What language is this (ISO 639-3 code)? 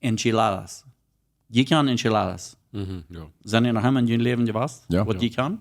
pdt